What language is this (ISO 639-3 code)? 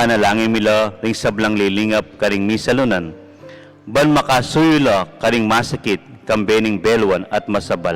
pam